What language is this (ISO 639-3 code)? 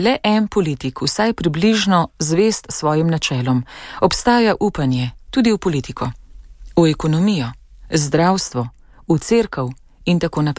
slv